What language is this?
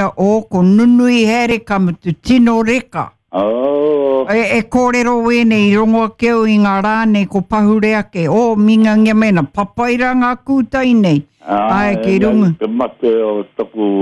Māori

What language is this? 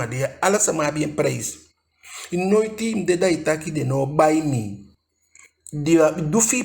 Eastern Maroon Creole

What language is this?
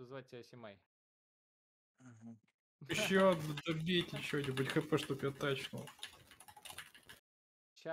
Russian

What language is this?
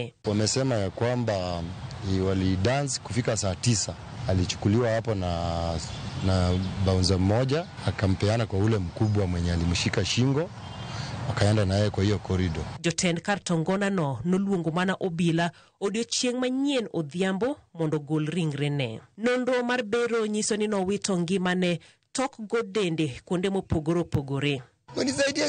Luo (Kenya and Tanzania)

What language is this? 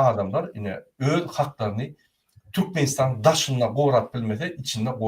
Turkmen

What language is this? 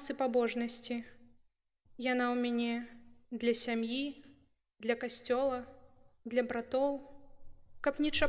Belarusian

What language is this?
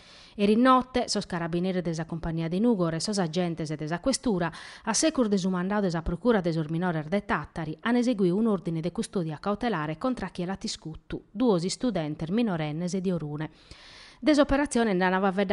Sardinian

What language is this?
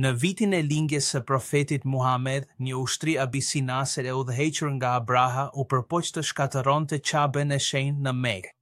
Albanian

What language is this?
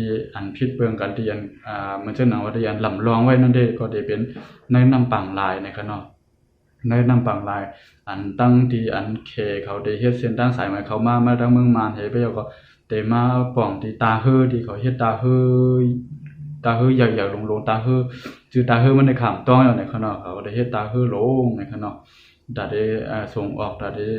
Shan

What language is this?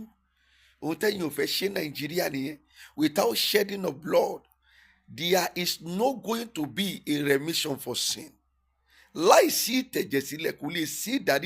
Yoruba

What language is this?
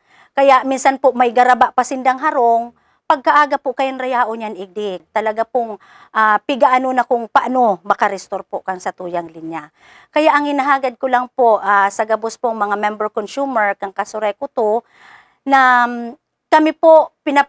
Bikol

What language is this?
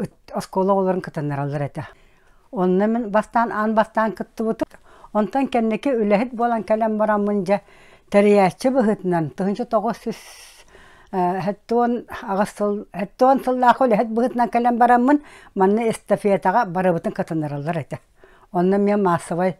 Yakut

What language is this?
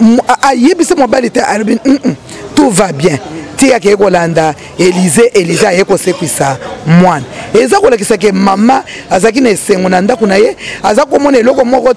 Lingala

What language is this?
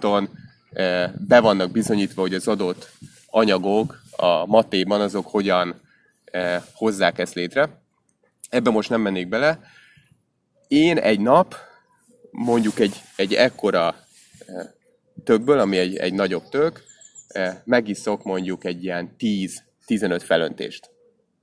Hungarian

